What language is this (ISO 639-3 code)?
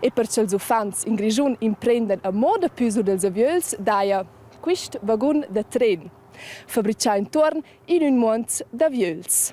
roh